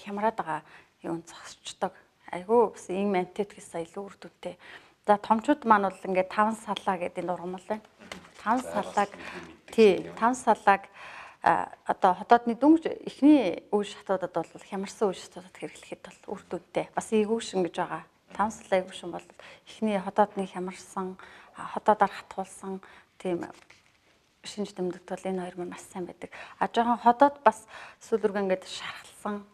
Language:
Mongolian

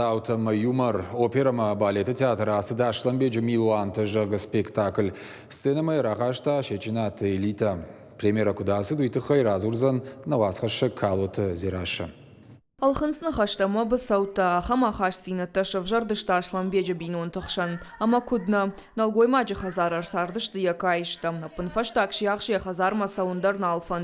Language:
Ossetic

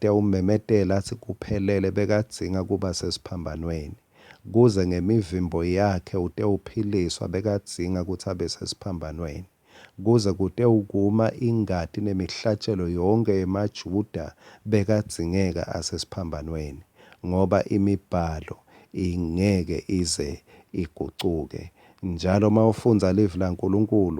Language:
Swati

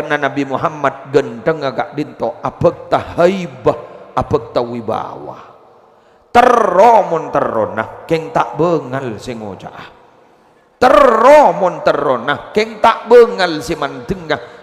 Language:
Madurese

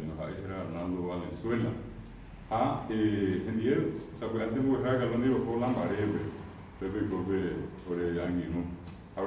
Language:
Guarani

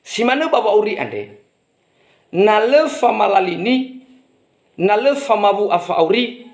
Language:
Nias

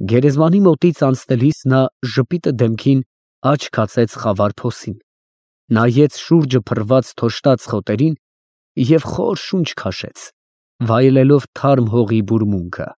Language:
Armenian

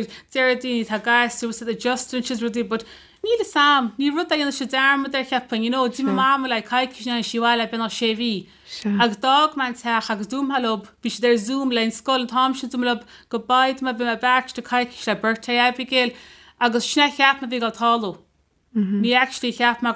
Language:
Irish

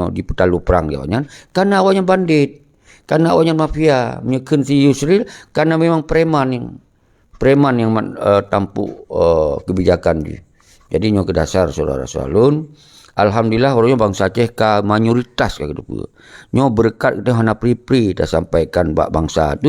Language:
Achinese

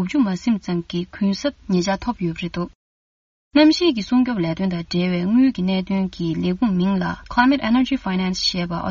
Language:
Tibetan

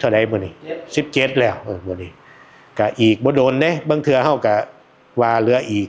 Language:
Northeastern Thai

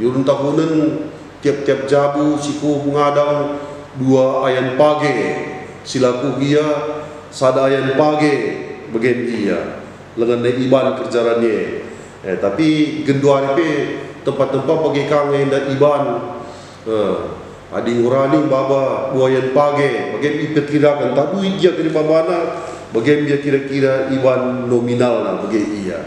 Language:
Batak Karo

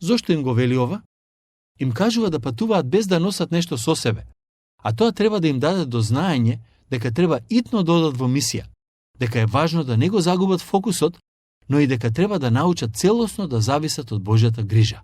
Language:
Macedonian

